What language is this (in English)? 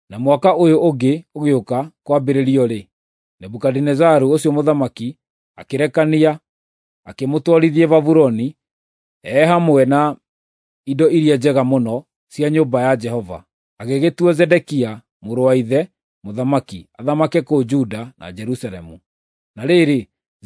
Kikuyu